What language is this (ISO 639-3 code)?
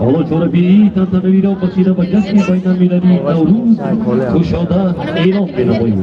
tgk